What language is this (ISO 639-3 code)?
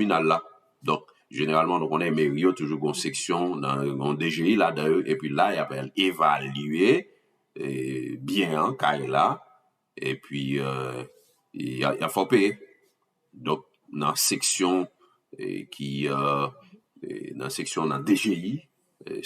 hat